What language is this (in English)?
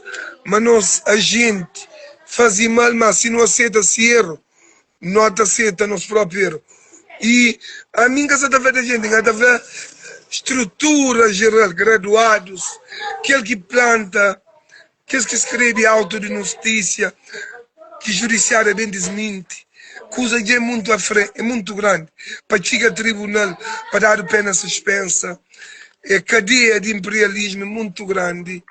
Kabuverdianu